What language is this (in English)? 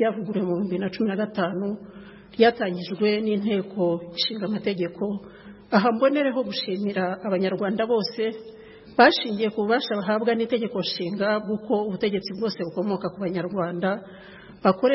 Kinyarwanda